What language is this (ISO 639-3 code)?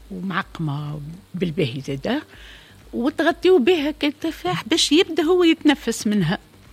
aeb